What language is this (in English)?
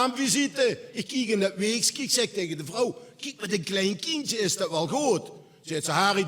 Limburgish